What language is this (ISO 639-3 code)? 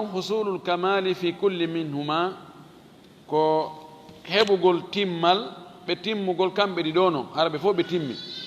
ful